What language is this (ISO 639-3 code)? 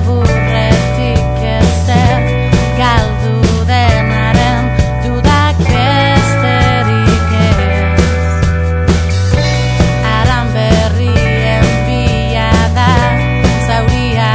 eus